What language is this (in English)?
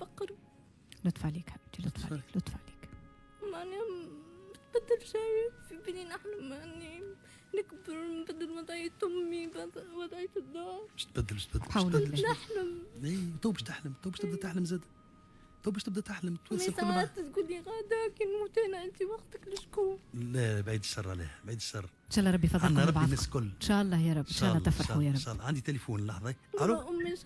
Tunisian Arabic